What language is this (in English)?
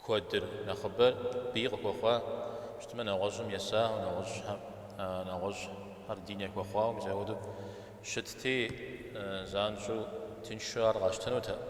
Kabardian